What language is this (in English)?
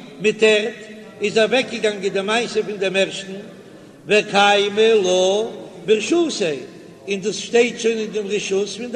Yiddish